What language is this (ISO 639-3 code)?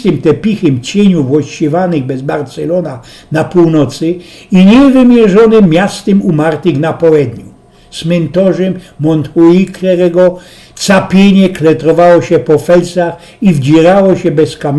szl